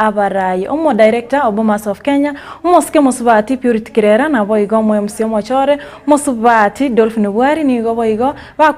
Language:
Gusii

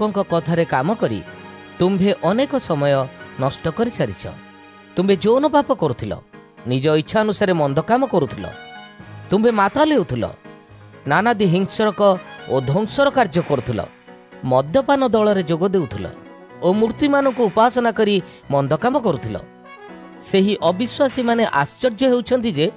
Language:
Odia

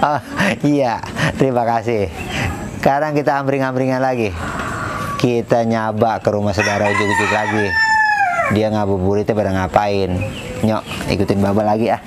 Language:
Betawi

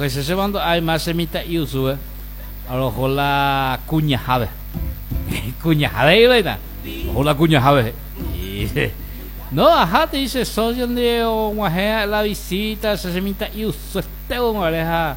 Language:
Guarani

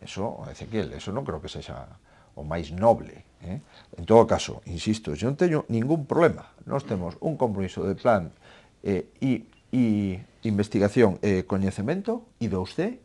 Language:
Galician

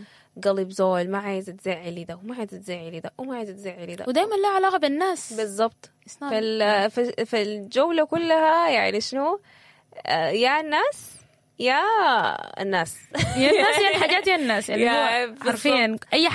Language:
Sudanese Arabic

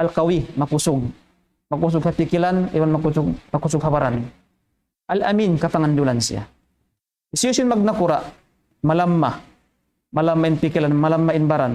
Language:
Tausug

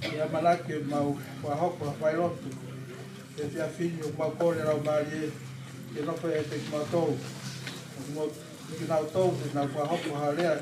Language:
Tongan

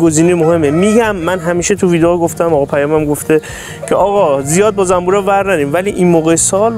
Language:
Persian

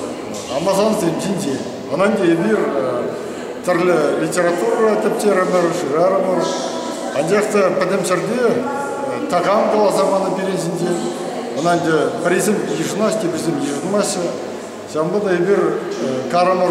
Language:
Chuvash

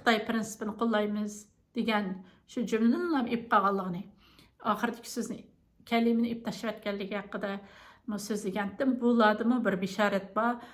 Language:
Uyghur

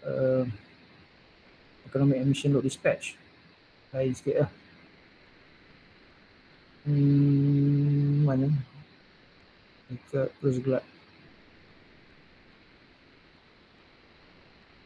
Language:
Malay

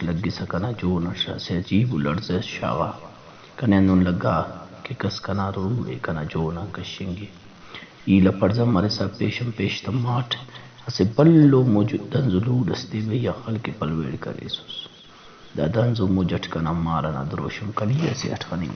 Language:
Brahui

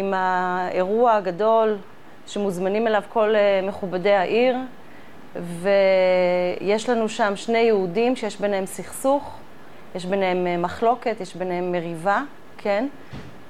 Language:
Hebrew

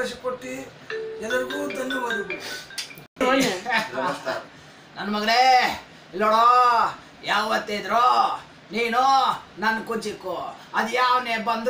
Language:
Kannada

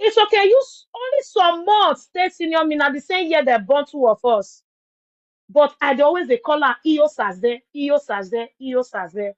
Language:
Nigerian Pidgin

